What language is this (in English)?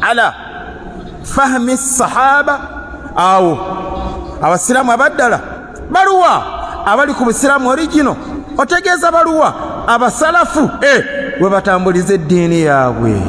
Ganda